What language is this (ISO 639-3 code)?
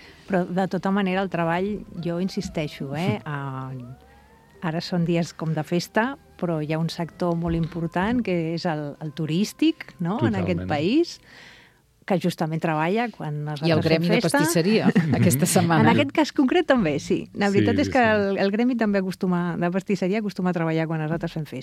cat